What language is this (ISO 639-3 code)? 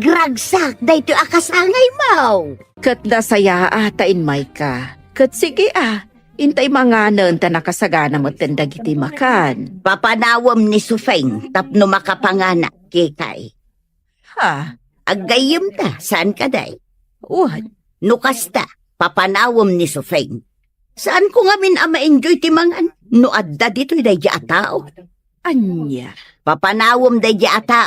ilo